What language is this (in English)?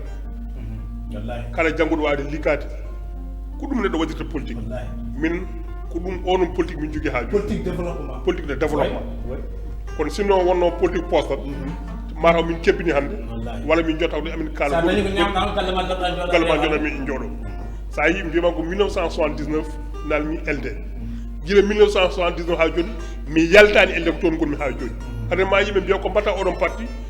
Fula